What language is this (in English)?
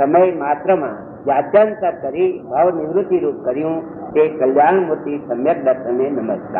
Gujarati